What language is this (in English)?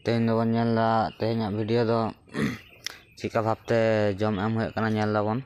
Santali